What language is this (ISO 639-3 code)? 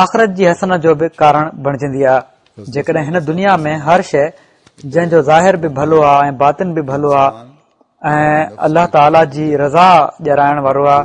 snd